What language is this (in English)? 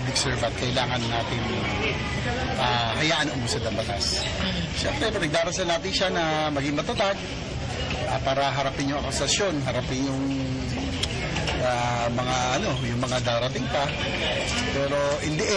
Filipino